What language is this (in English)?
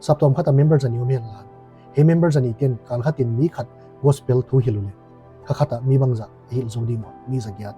Paite Chin